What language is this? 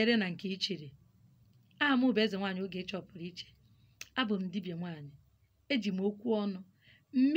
Igbo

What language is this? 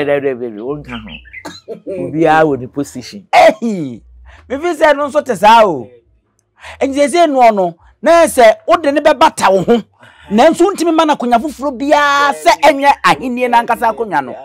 Akan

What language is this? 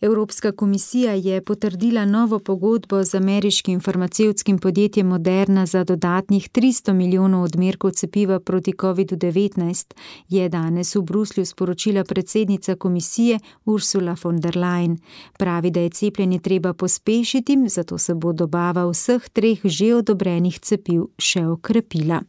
Slovenian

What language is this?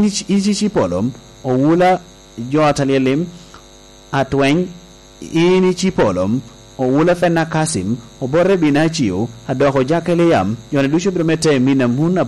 Lango (Uganda)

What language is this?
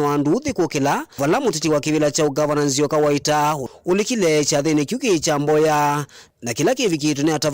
Kamba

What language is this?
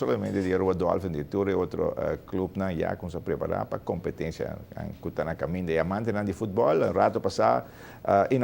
Papiamento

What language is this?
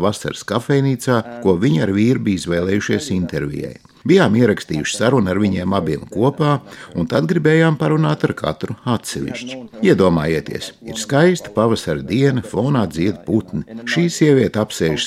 Latvian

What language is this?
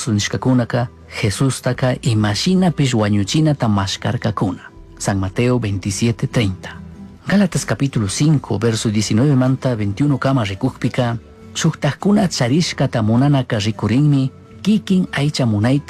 Chimborazo Highland Quichua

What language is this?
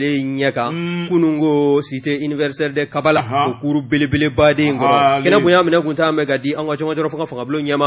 Bambara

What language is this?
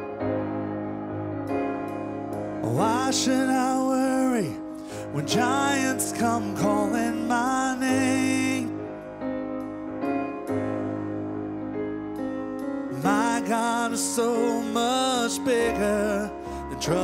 English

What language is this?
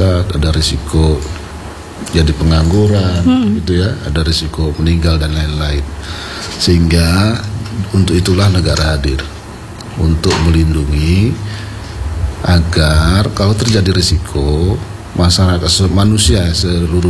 Indonesian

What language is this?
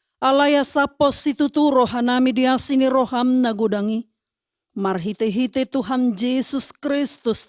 Batak Toba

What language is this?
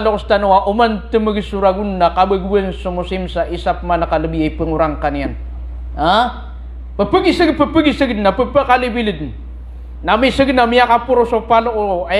Maranao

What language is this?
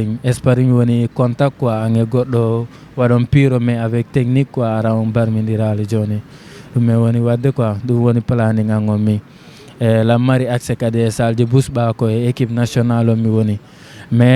Fula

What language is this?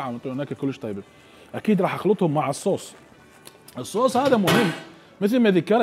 Mesopotamian Arabic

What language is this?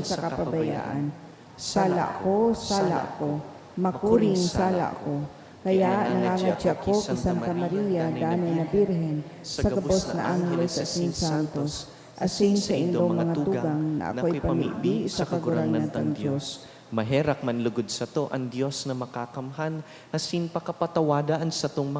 Bikol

